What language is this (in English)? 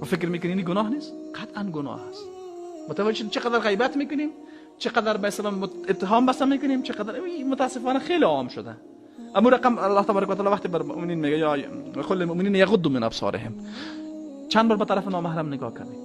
Persian